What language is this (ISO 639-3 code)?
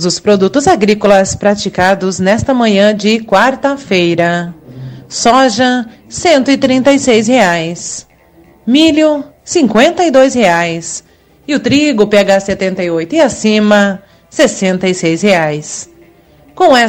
por